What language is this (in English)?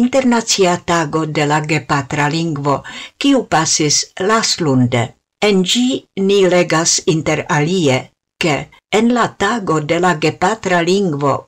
Esperanto